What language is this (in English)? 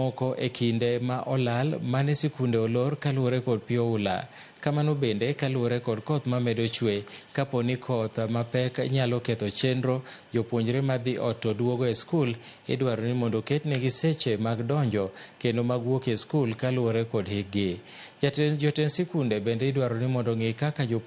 Luo (Kenya and Tanzania)